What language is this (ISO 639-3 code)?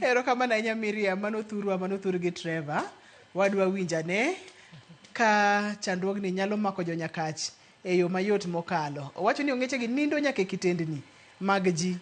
luo